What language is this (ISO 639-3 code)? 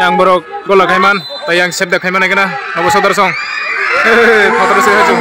trp